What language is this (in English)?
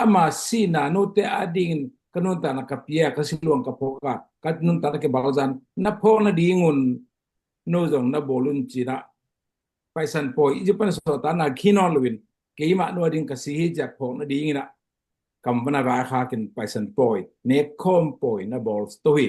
Tedim Chin